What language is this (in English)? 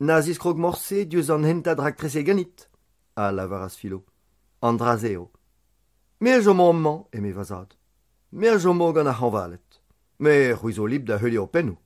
Breton